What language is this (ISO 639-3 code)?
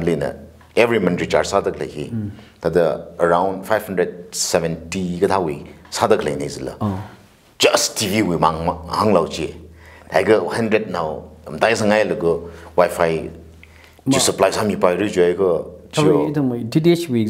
nmf